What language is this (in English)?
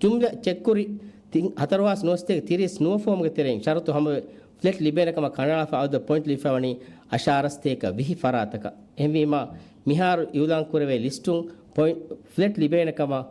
Divehi